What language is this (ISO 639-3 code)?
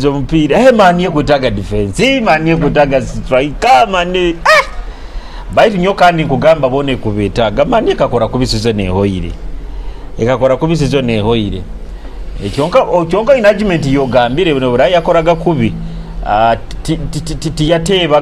nyo